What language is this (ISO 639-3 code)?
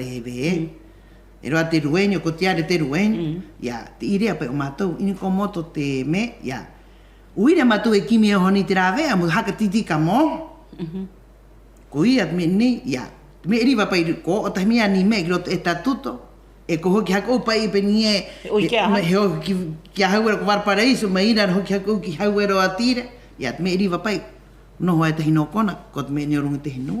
rap